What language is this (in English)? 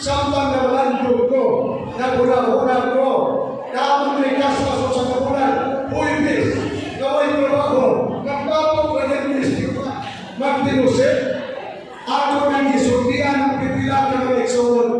Cebuano